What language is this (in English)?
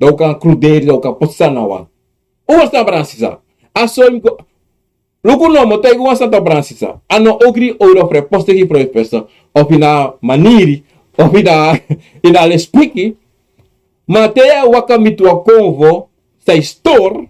Sranan Tongo